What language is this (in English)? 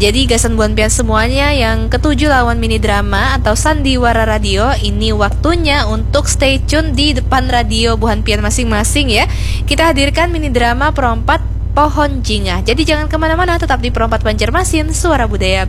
Banjar